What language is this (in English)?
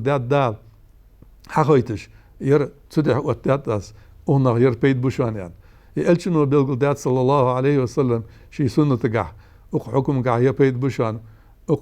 Ingush